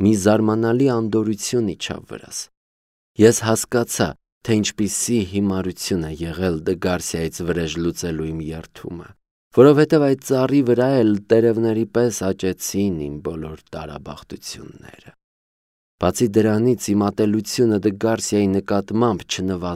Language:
Armenian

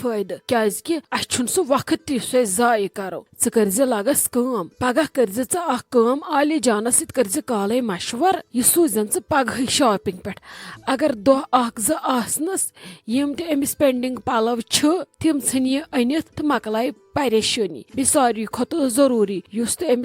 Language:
Kashmiri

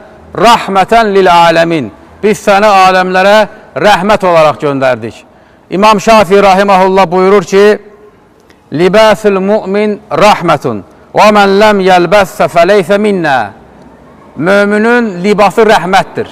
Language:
Azerbaijani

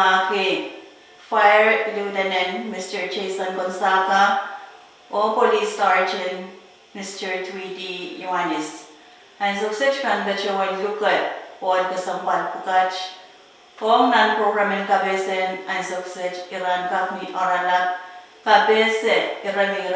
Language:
Pohnpeian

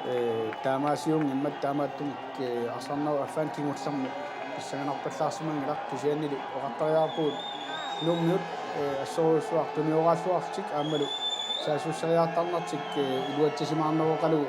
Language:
Kalaallisut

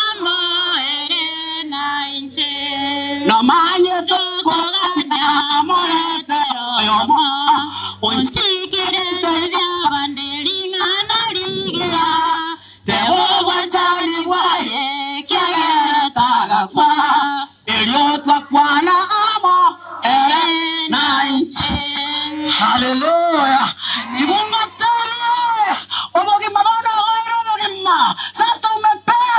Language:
Gusii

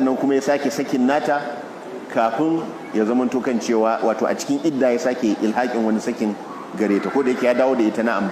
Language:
Hausa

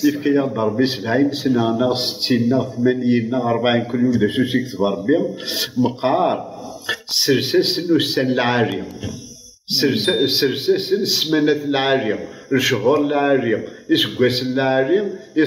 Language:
Kabyle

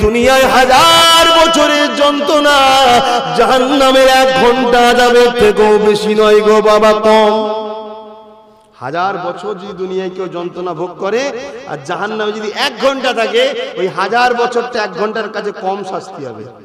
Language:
Bangla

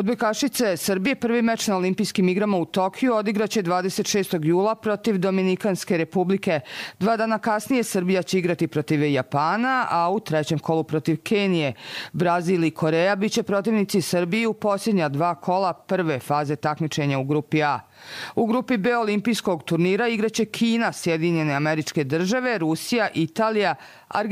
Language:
Bosnian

